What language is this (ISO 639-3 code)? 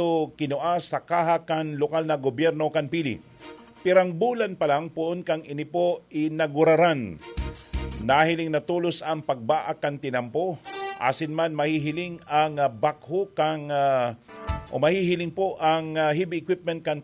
bik